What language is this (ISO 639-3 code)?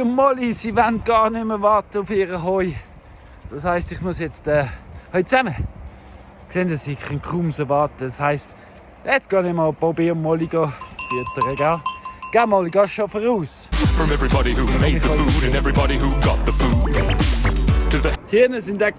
gsw